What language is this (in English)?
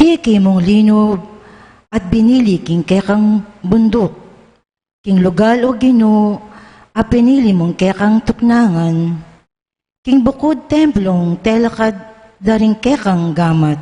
Pampanga